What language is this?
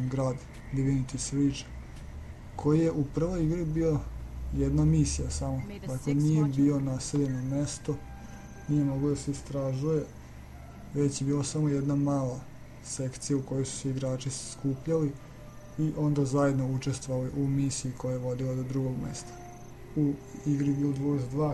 Serbian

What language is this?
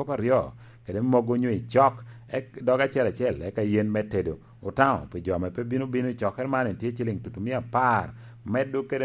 Lango (Uganda)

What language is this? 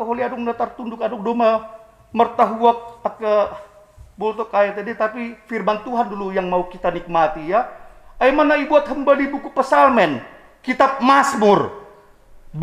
Batak Simalungun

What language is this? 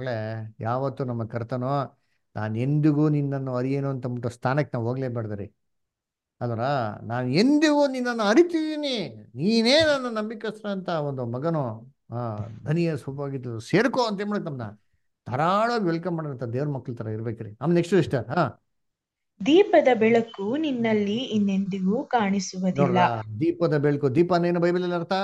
Kannada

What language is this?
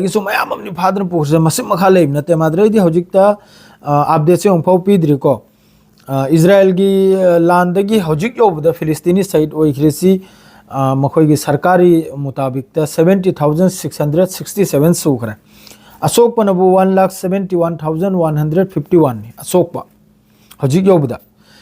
Manipuri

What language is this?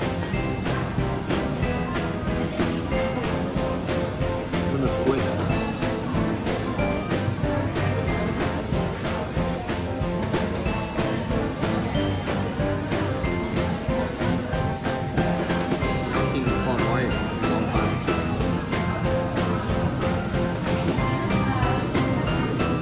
Thai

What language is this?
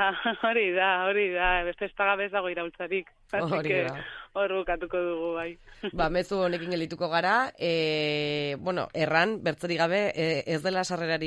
Basque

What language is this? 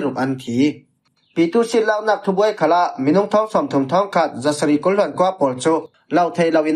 Falam Chin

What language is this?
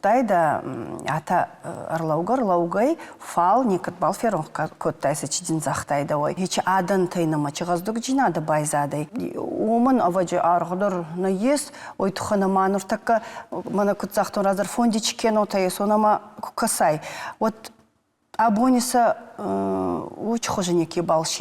Ossetic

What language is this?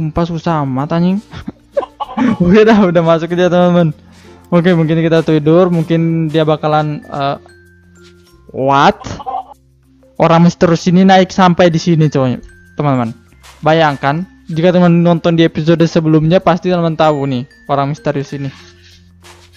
Indonesian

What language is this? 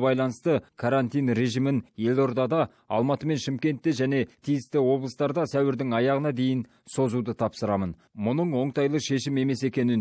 Kazakh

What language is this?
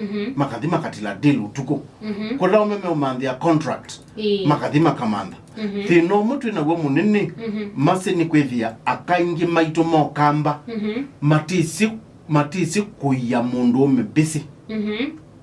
Kamba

